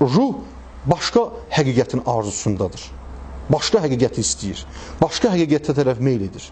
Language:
Azerbaijani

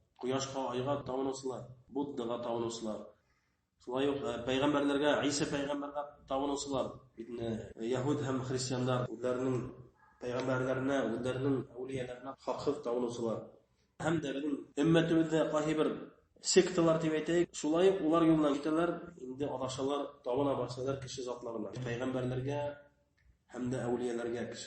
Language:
Bashkir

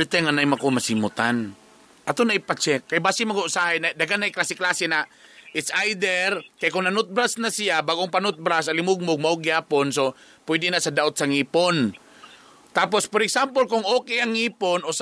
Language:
Cebuano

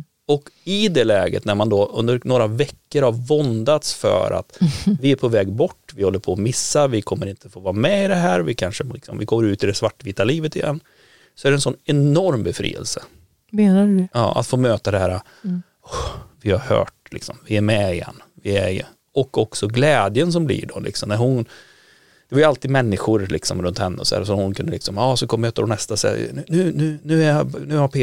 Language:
Swedish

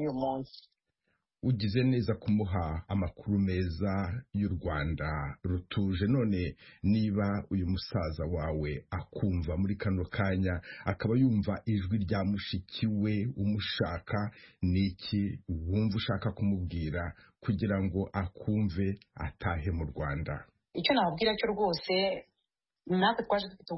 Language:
Kinyarwanda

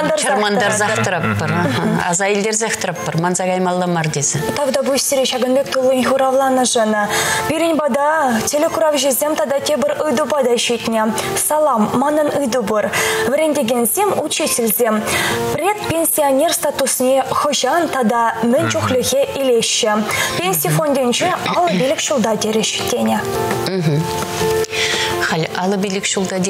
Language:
Chuvash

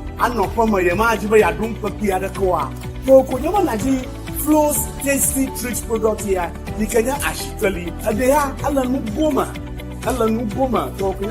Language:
Ewe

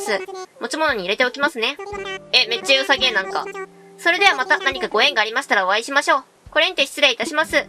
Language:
Japanese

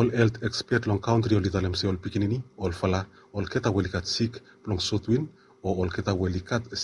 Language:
Bislama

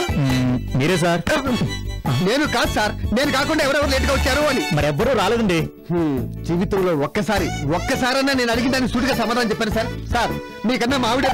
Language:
Telugu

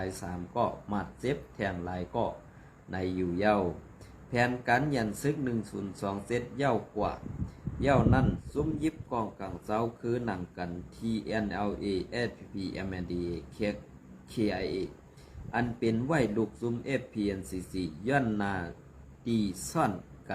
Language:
Shan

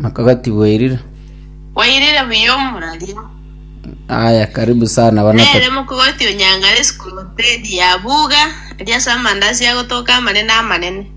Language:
Gusii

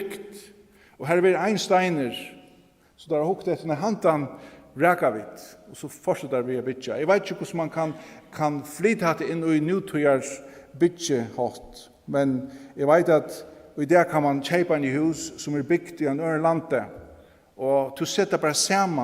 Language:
Faroese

